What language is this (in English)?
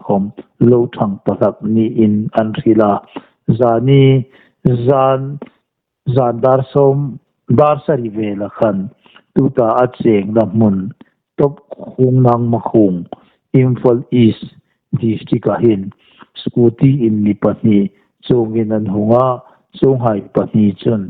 Hmar